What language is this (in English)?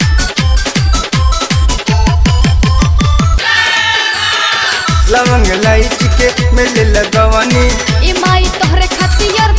Bhojpuri